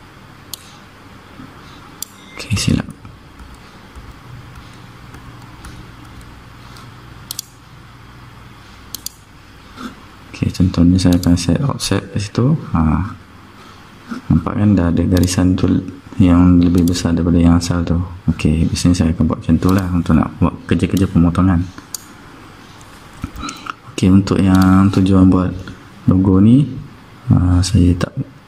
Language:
Malay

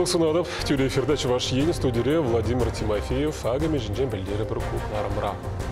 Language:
Chuvash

